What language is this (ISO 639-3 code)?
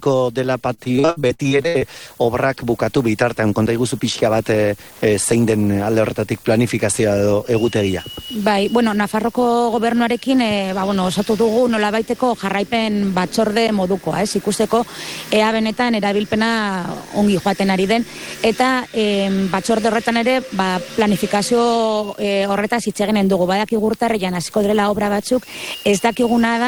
eus